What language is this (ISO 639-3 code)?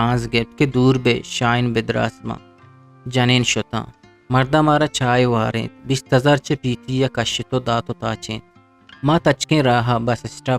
bgp